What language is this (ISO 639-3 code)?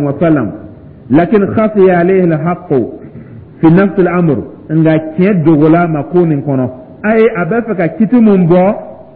dyu